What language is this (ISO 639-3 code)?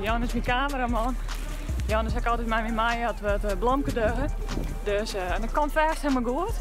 fry